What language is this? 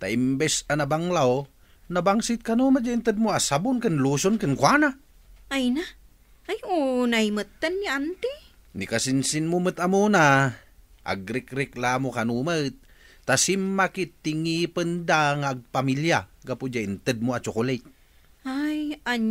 Iloko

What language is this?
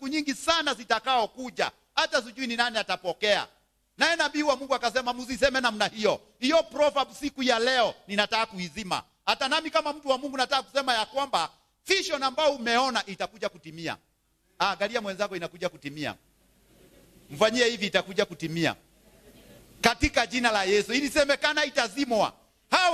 Swahili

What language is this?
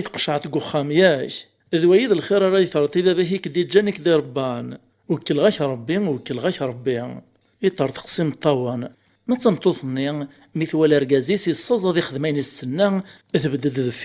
Kabyle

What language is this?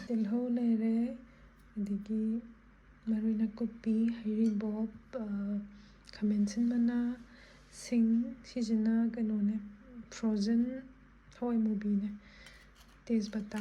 Manipuri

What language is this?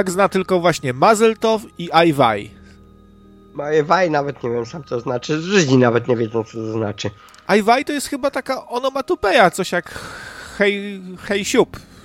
Polish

